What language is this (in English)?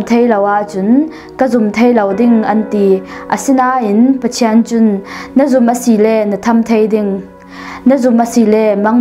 Falam Chin